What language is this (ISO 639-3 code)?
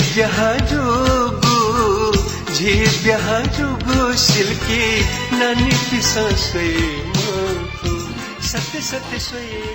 new